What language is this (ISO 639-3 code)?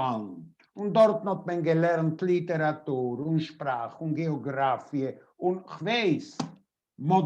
yid